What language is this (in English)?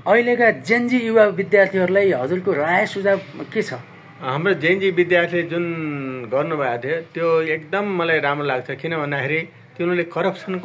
Nepali